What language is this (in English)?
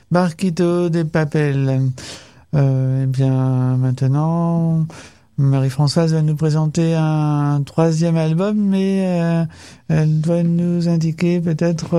French